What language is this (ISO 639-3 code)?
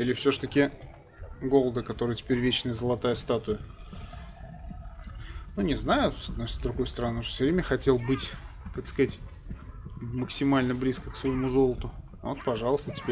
rus